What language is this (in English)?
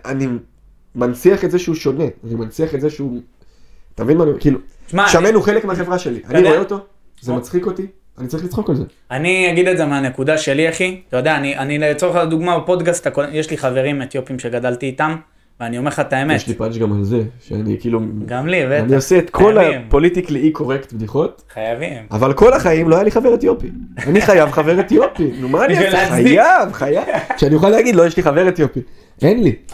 Hebrew